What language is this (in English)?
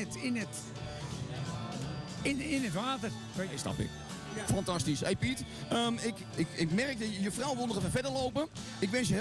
Dutch